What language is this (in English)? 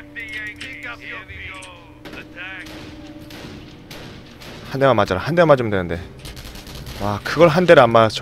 Korean